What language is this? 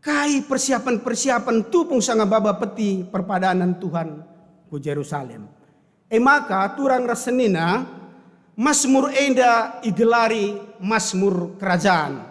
Batak Karo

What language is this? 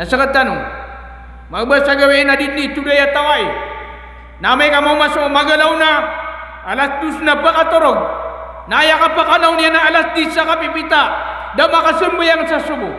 Maranao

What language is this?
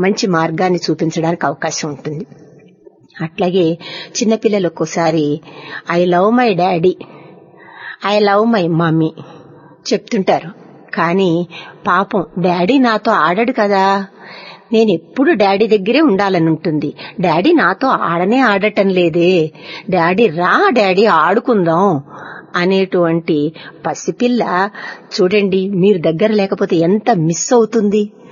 Telugu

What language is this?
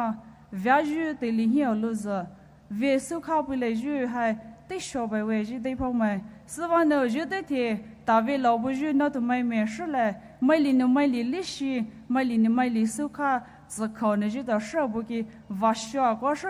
Poumei Naga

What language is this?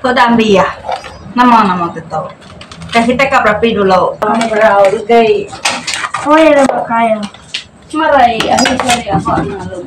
Iban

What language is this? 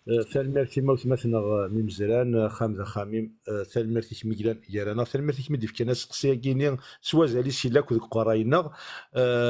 Kabyle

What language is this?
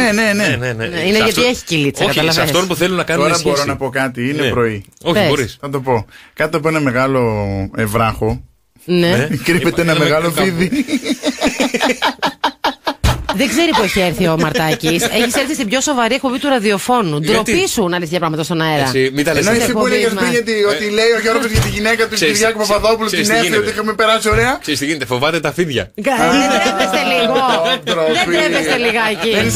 Greek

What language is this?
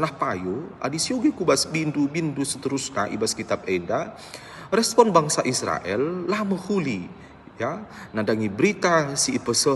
Batak Karo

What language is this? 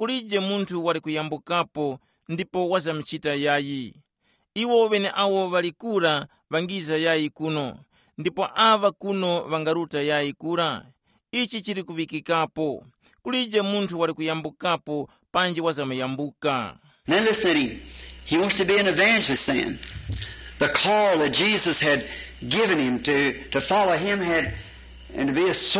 Tumbuka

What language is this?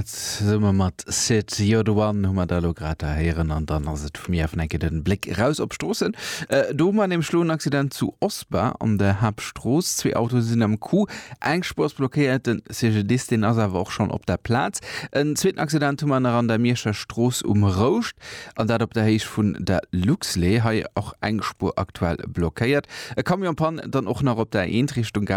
Luxembourgish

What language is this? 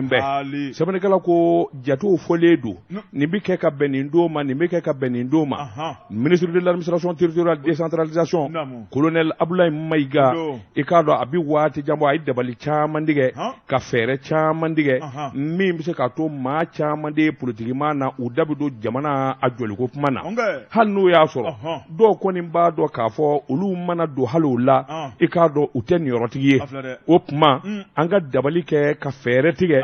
Bambara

